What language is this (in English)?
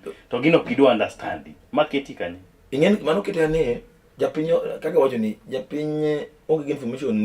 Luo (Kenya and Tanzania)